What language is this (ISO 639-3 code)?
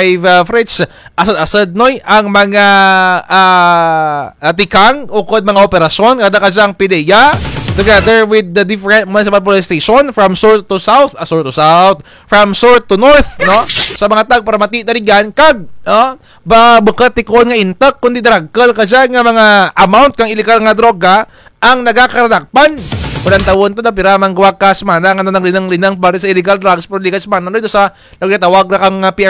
krj